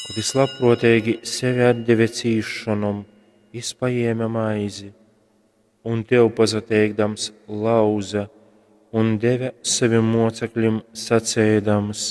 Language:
Latgalian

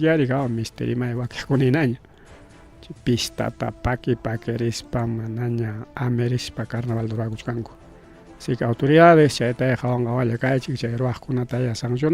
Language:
Ayacucho Quechua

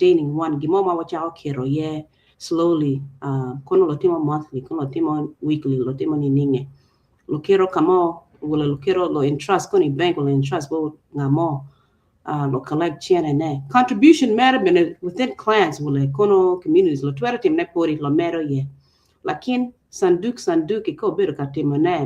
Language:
Acoli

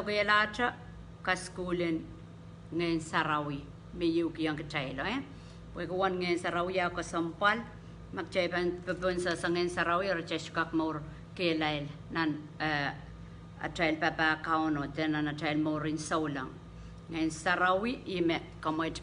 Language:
Pohnpeian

